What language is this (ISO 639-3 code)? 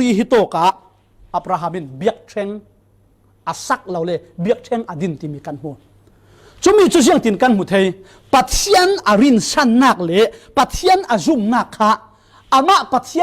cfm